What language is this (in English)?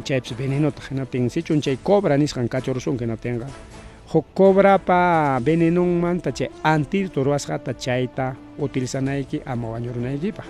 Ayacucho Quechua